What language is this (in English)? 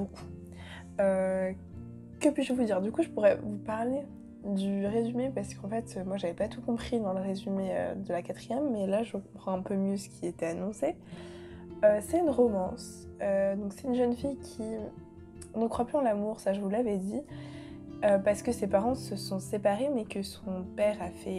French